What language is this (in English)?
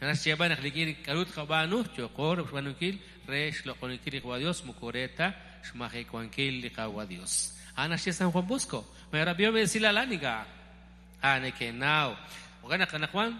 Kekchí